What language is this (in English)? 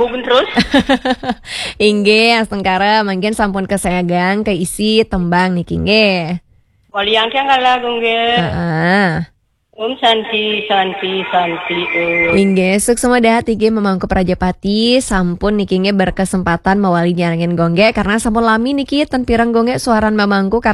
Balinese